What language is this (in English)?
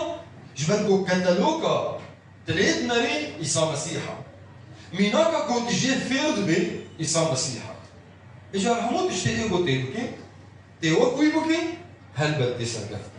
Kurdish